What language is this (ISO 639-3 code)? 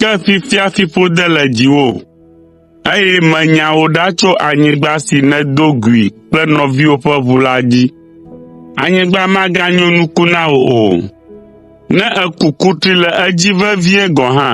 ewe